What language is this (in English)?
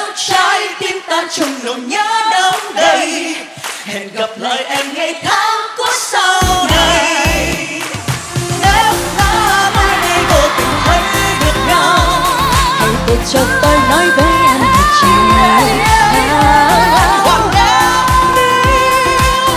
Vietnamese